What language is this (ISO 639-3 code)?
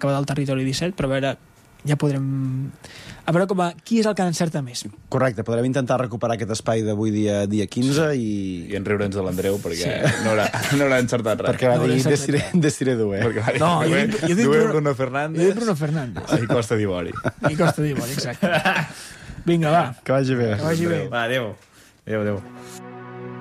cat